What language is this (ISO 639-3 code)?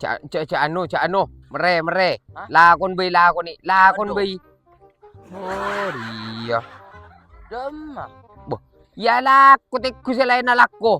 mad